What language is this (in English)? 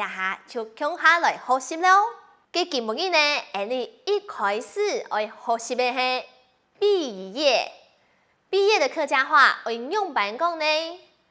Hakka Chinese